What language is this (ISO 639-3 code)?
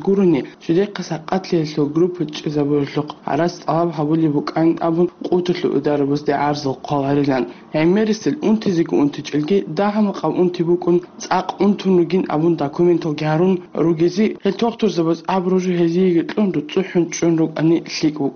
ava